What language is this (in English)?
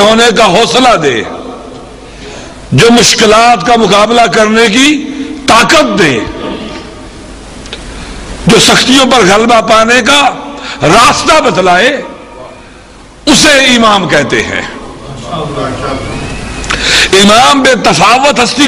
Urdu